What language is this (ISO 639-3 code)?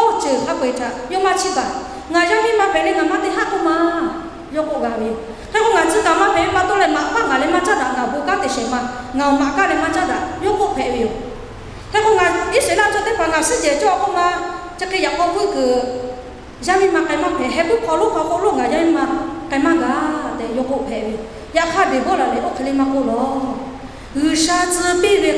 lhu